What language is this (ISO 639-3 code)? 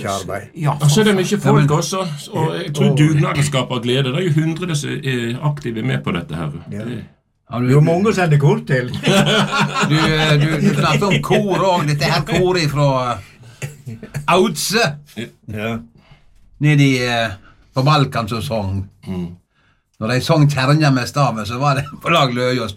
nor